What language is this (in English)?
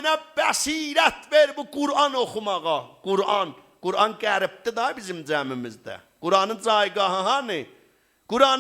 South Azerbaijani